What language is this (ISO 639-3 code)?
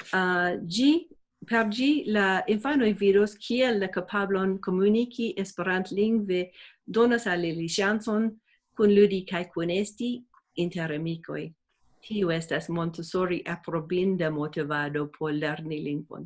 epo